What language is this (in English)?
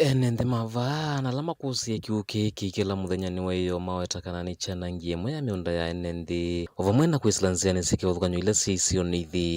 Kamba